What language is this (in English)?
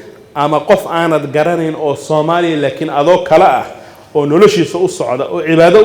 Somali